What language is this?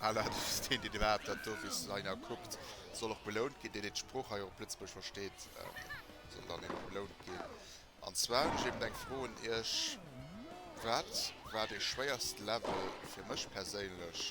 Luxembourgish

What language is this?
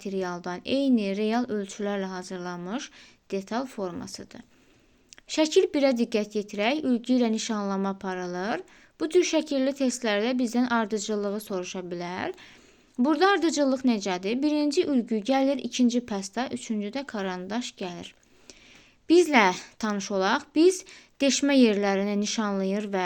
Azerbaijani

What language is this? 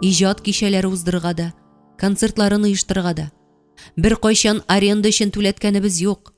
Tatar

